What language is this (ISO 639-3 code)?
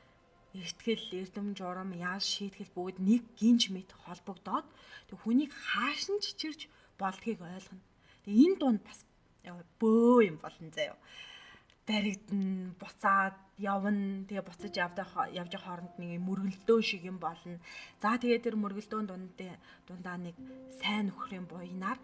mon